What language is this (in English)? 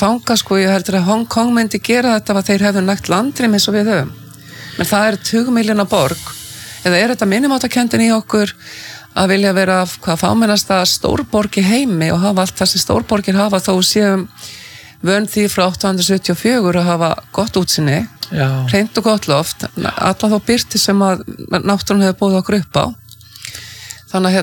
Icelandic